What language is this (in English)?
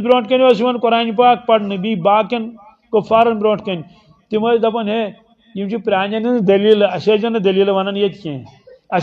Kashmiri